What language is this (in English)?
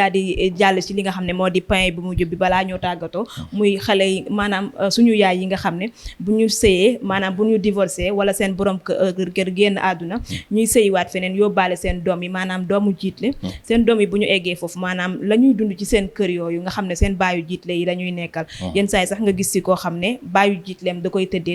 Wolof